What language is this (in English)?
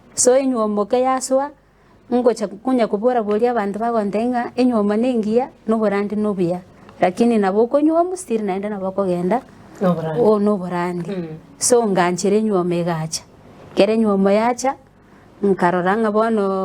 Gusii